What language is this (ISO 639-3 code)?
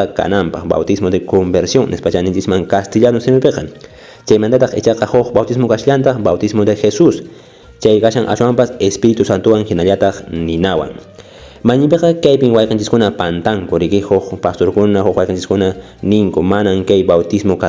que